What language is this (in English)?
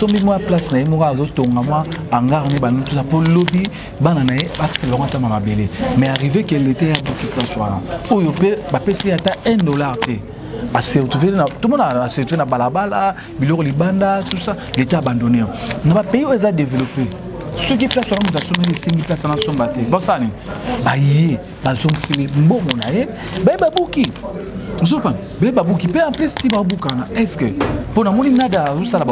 Lingala